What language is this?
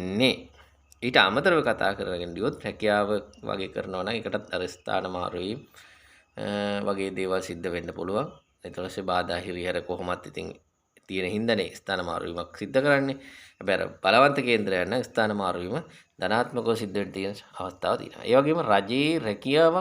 Sinhala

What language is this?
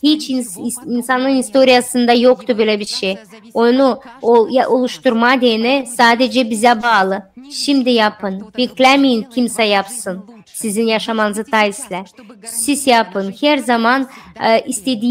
Gagauz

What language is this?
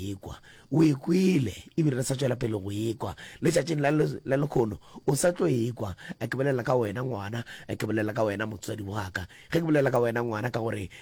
Northern Sotho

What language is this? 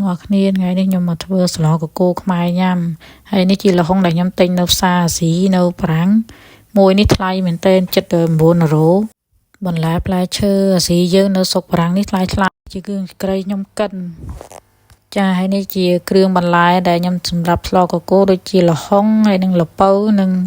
Khmer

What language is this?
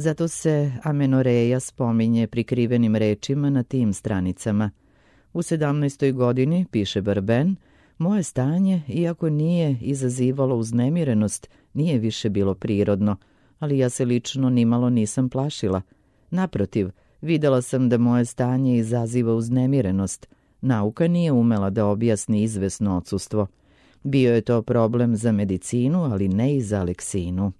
Serbian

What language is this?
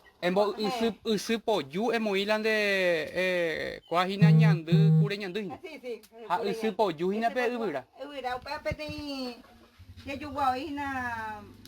Guarani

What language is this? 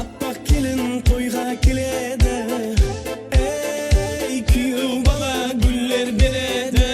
Kara-Kalpak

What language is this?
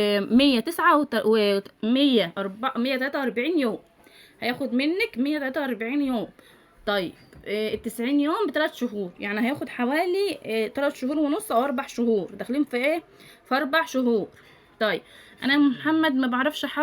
Egyptian Arabic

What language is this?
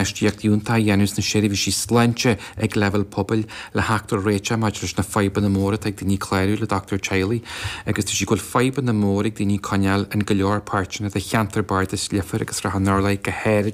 Irish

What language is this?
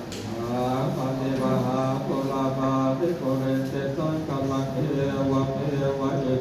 Pali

